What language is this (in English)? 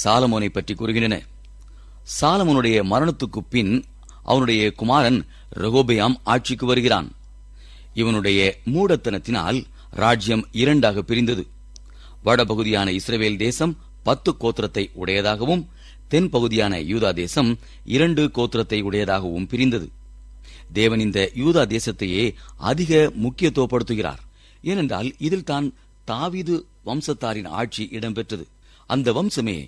Tamil